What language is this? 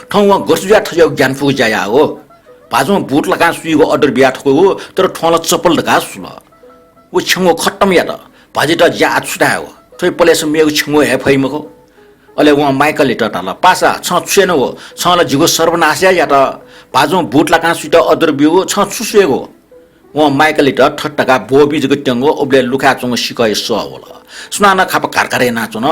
Newari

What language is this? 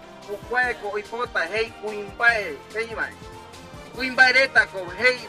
Guarani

